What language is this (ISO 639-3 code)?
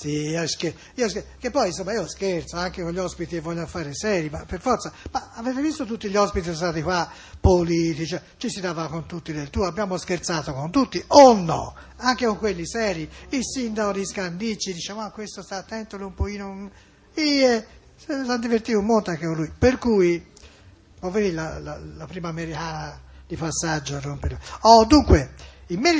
ita